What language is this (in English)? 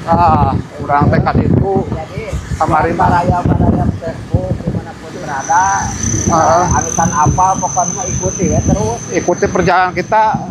Sundanese